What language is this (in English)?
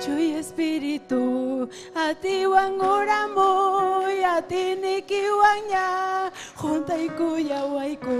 Ayacucho Quechua